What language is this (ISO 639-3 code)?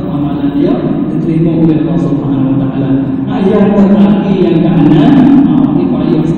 msa